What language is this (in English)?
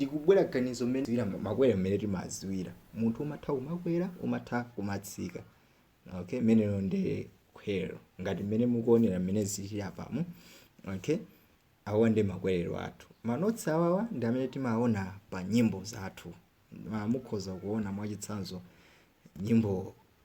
Nyanja